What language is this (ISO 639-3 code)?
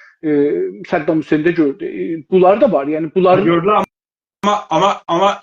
azb